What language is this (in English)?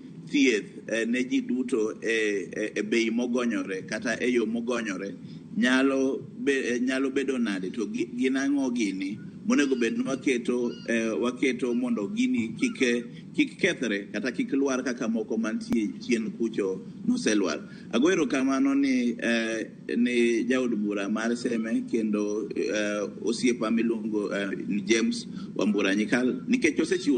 Luo (Kenya and Tanzania)